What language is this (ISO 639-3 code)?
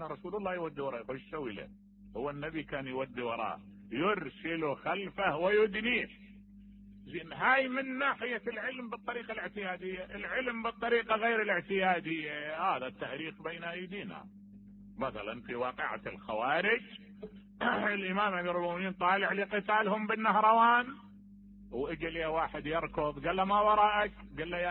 acm